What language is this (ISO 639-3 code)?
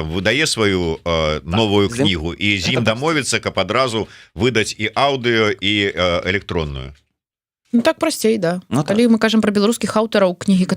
bel